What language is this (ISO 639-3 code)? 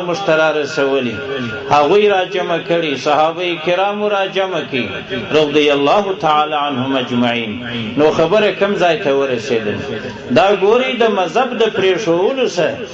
pus